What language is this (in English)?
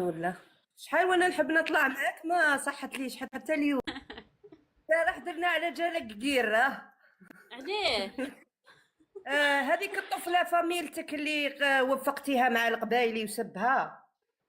Algerian Arabic